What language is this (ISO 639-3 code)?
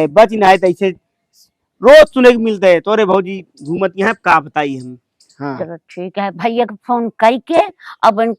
awa